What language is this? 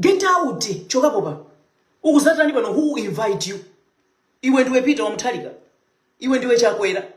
Nyanja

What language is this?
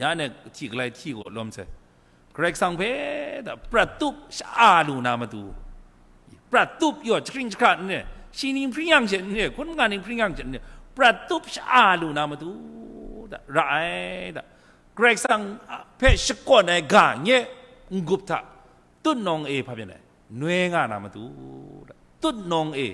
Kachin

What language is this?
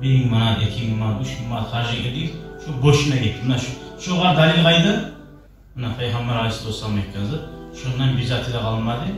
Kumyk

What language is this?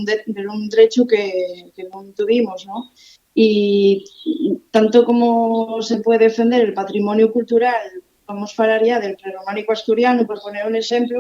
Asturian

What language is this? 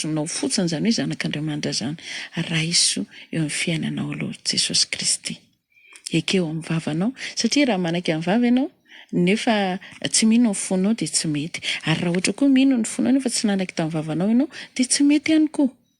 Malagasy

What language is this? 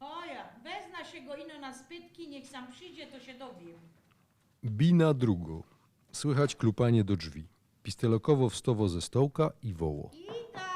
Silesian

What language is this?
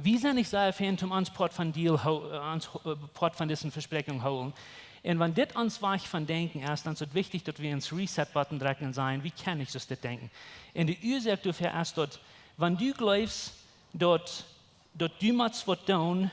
Plautdietsch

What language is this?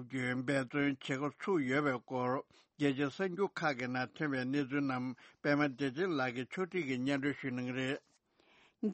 Tibetan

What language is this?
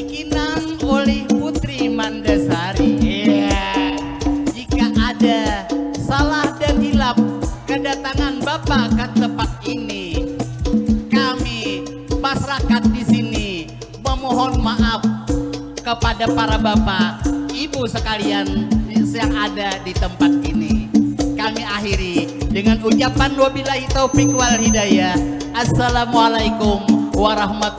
Banjar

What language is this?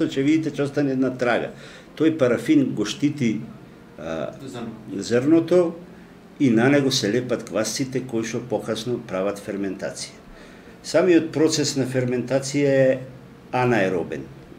Macedonian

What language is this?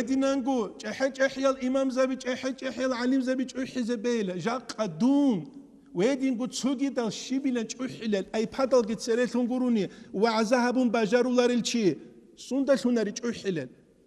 Avaric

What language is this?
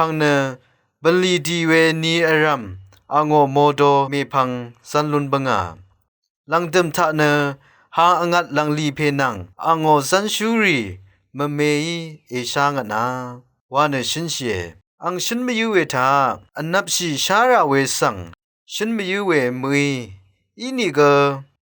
Rawang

